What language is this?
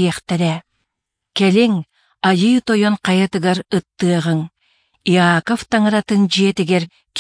Yakut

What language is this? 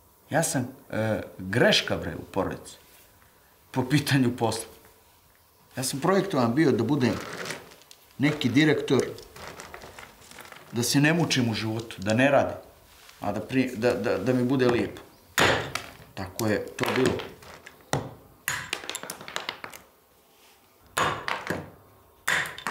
Serbian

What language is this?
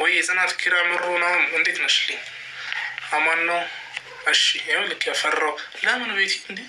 Amharic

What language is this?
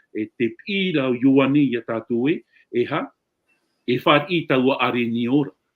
Tahitian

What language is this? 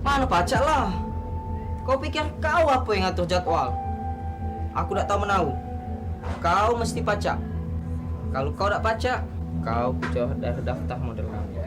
Musi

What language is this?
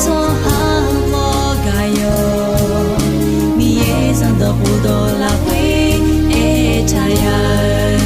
Akha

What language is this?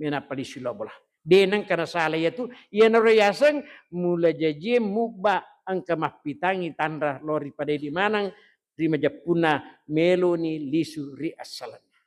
Buginese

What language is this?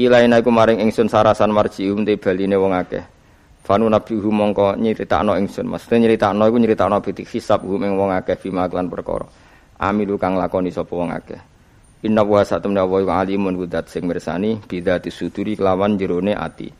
Javanese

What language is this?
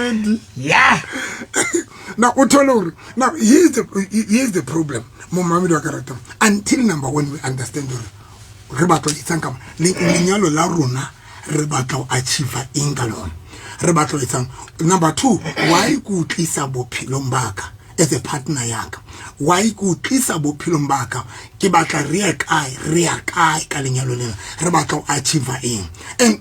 Southern Sotho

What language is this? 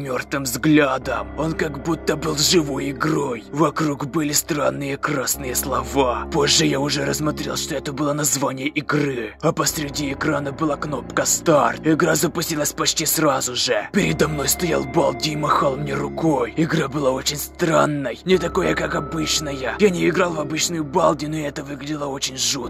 Russian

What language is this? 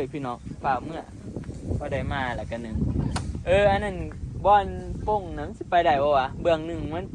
Northeastern Thai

